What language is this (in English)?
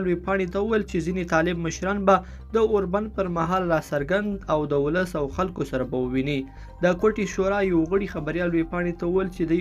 Pashto